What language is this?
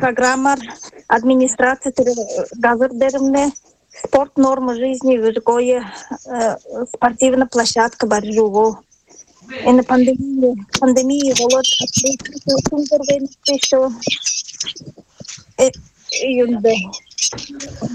Buriat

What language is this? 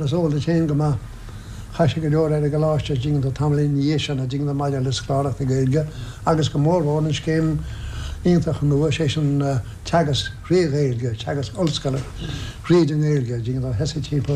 Irish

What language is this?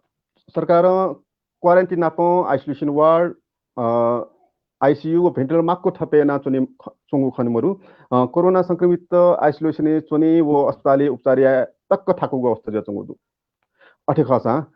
Newari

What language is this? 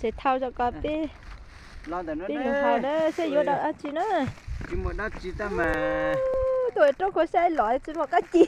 Hmong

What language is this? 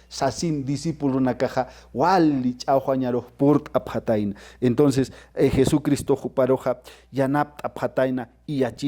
Aymara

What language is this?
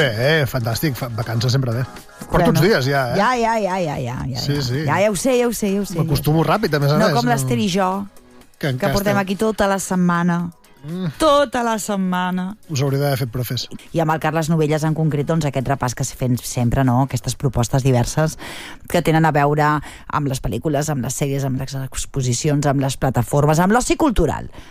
Catalan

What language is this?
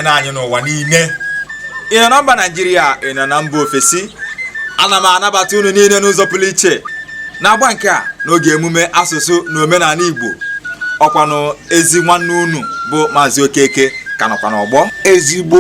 Igbo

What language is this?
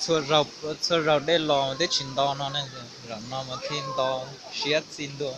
Hmong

